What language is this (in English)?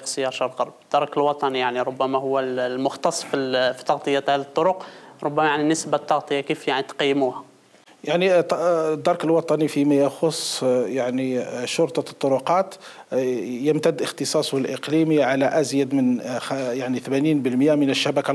Arabic